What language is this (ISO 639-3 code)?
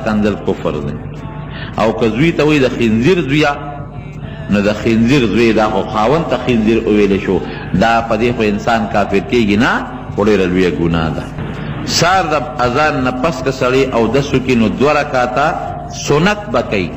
pus